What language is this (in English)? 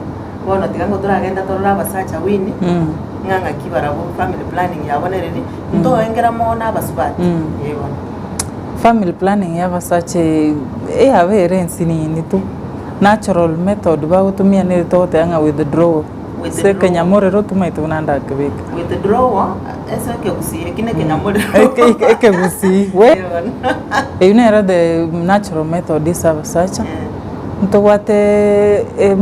Gusii